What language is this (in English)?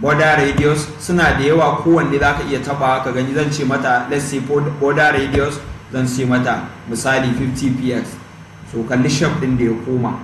Hausa